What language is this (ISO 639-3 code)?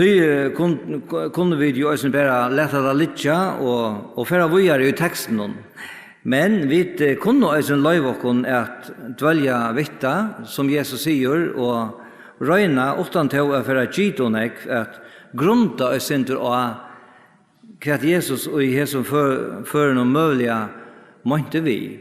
fao